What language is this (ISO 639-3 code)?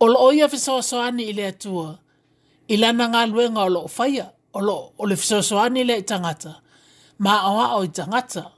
smo